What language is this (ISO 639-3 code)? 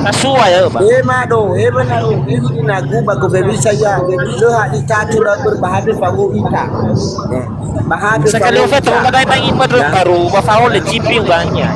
nia